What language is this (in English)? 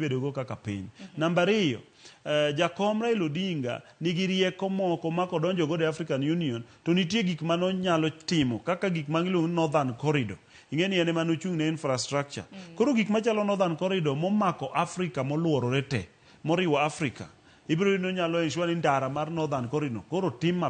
Luo (Kenya and Tanzania)